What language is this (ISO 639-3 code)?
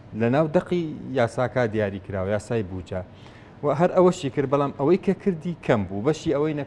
ckb